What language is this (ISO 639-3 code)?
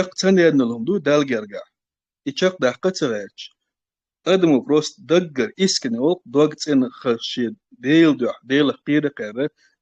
che